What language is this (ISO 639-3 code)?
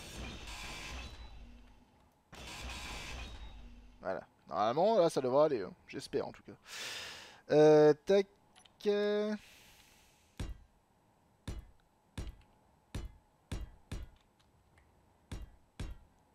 fra